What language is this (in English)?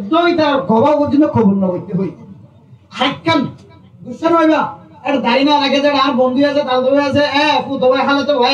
Rohingya